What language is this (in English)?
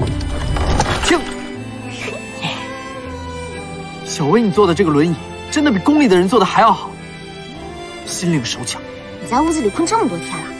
Chinese